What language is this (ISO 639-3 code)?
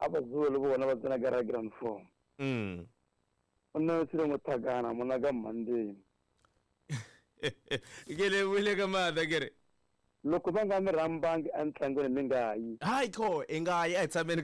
tso